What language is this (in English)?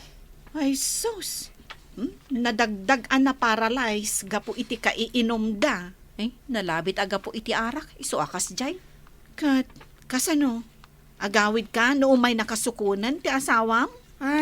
Iloko